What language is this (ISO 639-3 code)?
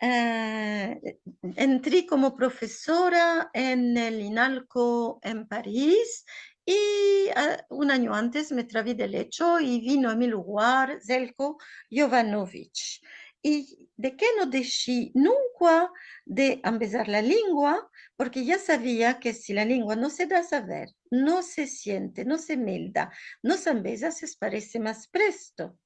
lad